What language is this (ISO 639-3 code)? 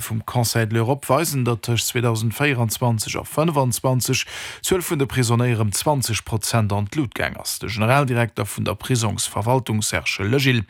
ltz